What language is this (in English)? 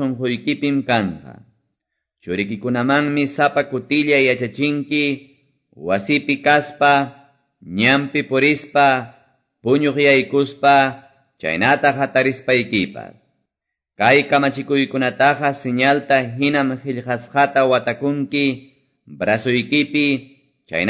Quechua